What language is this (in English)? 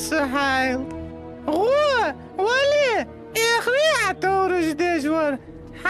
Ingush